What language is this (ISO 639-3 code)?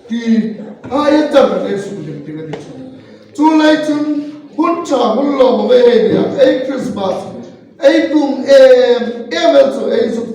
hmr